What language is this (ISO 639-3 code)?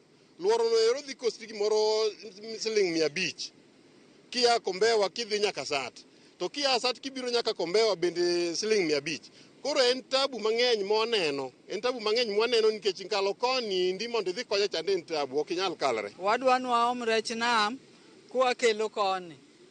luo